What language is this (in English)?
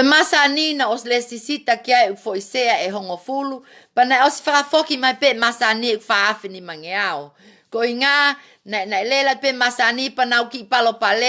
Tongan